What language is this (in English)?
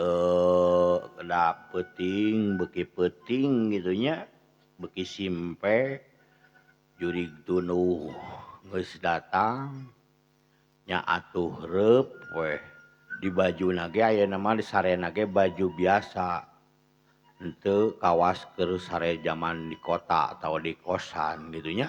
Sundanese